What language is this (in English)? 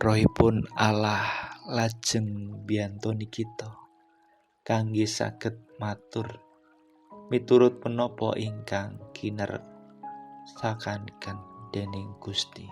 Javanese